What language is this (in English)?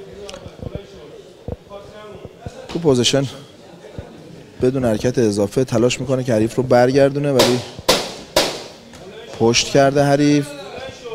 Persian